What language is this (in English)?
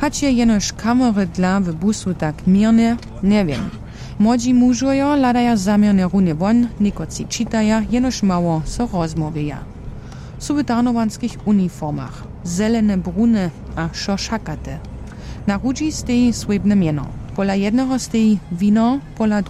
Upper Sorbian